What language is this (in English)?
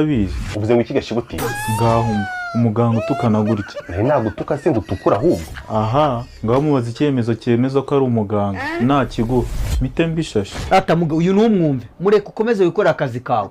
Kinyarwanda